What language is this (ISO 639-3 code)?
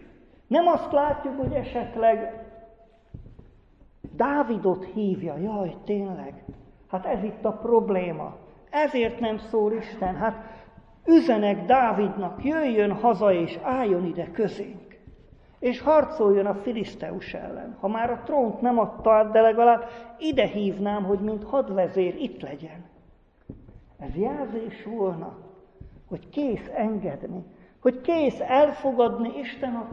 hun